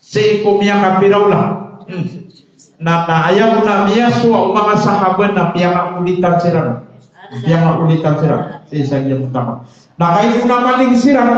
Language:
Maranao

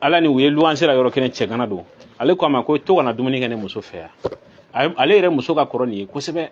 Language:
Bambara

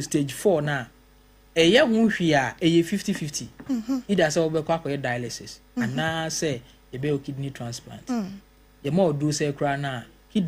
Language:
Akan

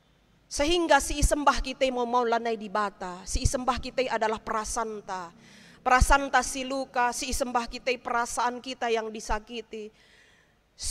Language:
Batak Karo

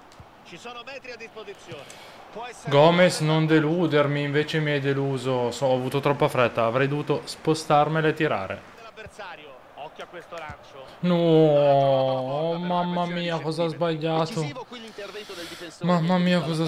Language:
Italian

